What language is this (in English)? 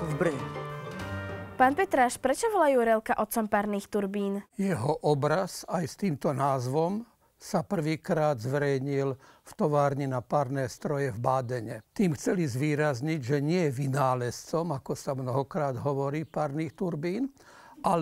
Slovak